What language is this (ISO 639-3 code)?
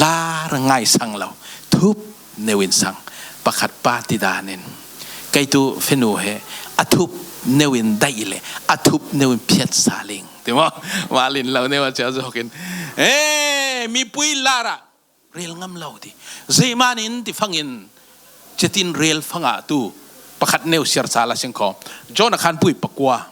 cfm